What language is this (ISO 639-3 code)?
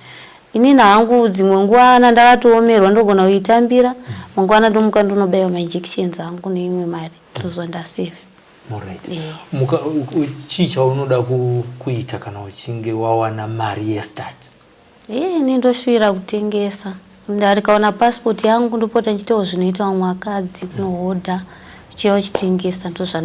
sna